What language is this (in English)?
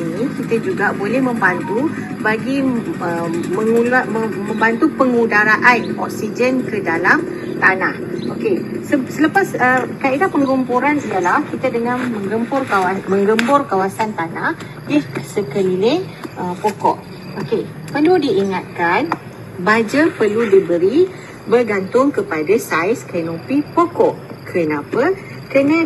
Malay